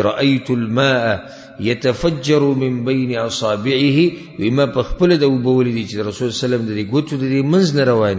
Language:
Pashto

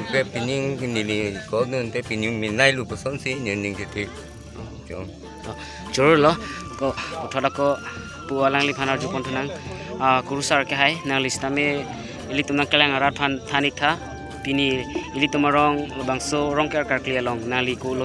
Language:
Karbi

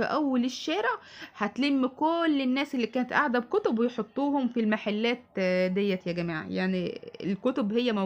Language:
Egyptian Arabic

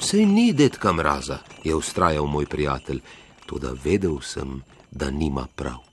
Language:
Slovenian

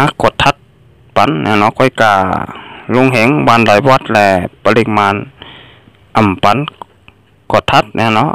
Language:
Shan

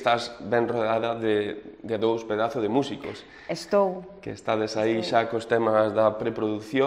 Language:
Galician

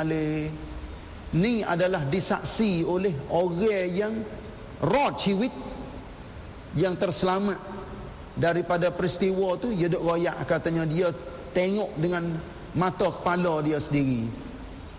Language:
Malay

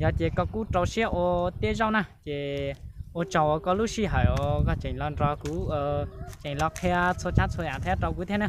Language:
Hmong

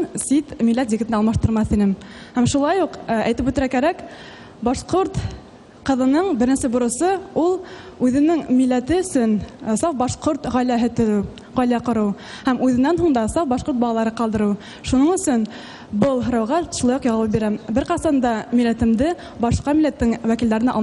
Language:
Bashkir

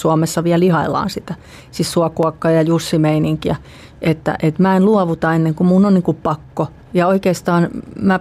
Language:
Finnish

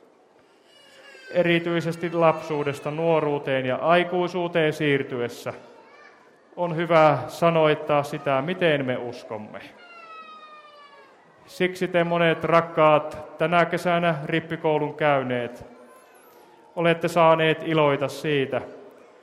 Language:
Finnish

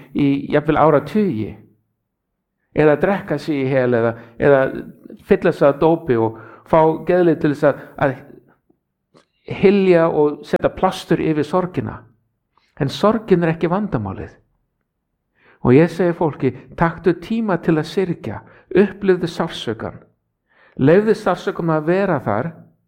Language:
Icelandic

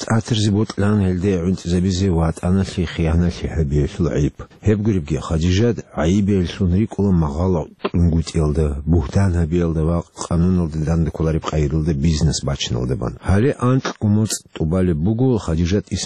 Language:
Avaric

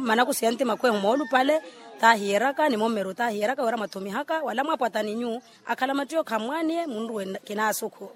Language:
Makhuwa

